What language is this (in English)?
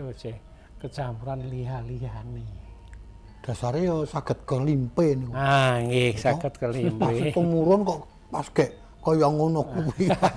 Javanese